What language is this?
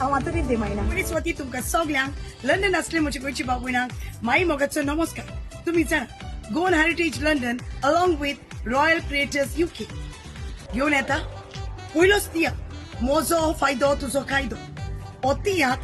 Konkani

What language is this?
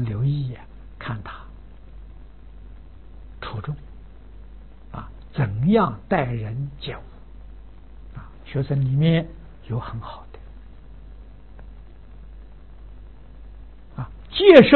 Chinese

